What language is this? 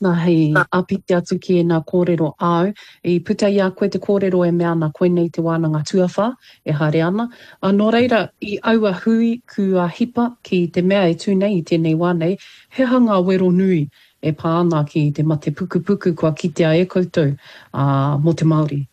Māori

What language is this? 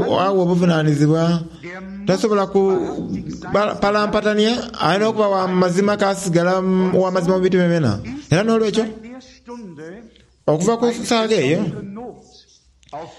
Soga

